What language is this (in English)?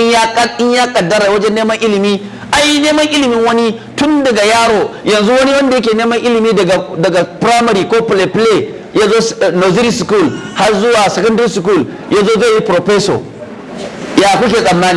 Hausa